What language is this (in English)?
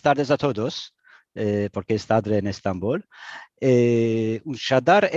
Ladino